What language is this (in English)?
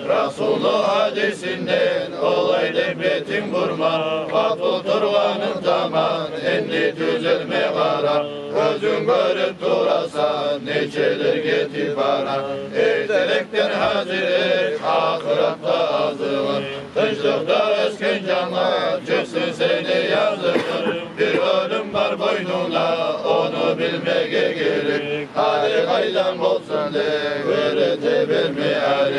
Kumyk